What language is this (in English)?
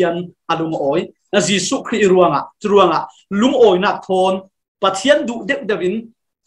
Falam Chin